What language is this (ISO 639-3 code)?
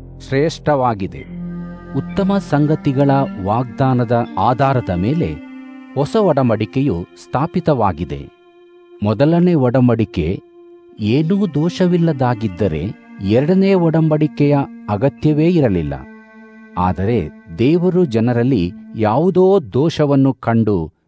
kan